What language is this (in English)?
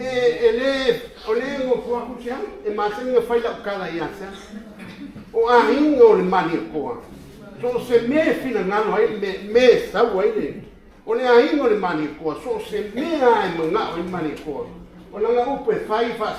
Samoan